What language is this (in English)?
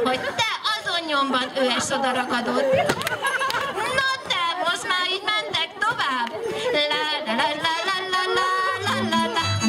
Hungarian